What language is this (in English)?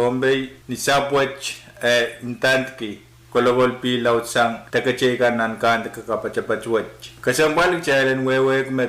Pohnpeian